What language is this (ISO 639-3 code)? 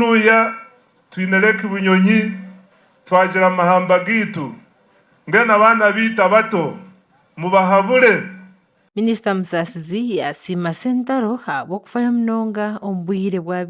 nyn